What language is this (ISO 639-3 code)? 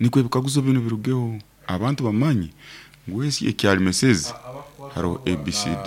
nyn